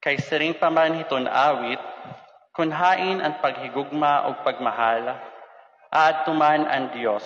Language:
Waray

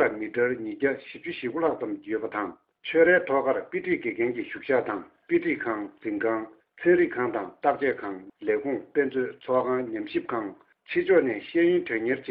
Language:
Tibetan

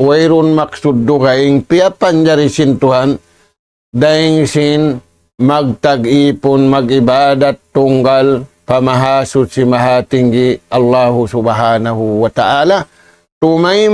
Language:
Tausug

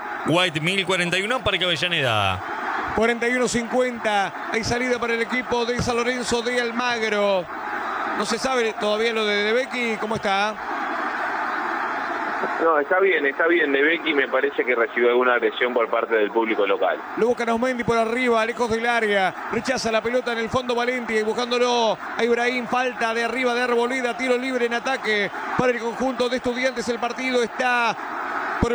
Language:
Spanish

